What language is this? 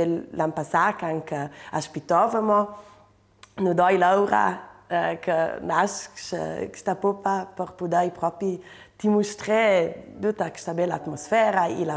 Ladin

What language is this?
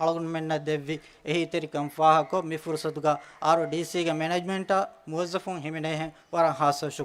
Divehi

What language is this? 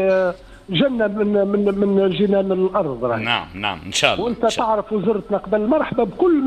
Tunisian Arabic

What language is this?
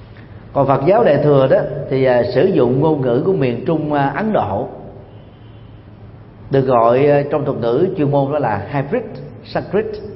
Vietnamese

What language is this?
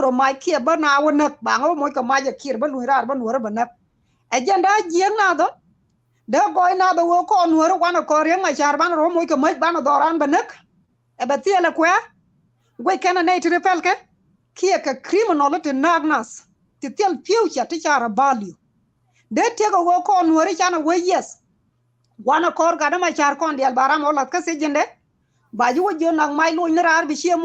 Nuer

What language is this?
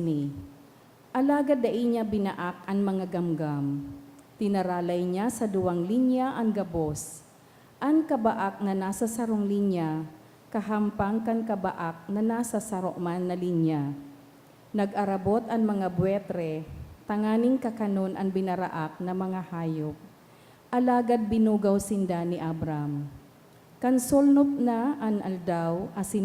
Bikol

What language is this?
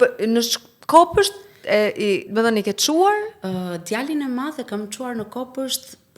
Albanian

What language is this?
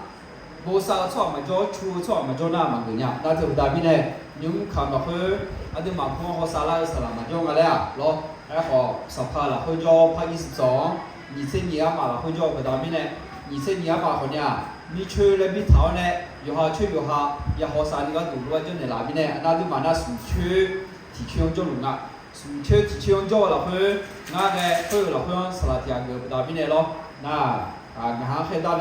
Akha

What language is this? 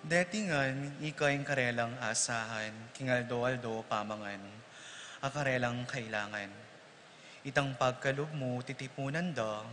Pampanga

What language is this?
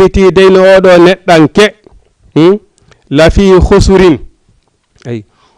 Fula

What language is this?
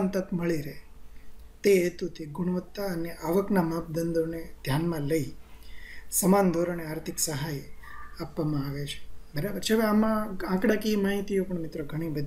Gujarati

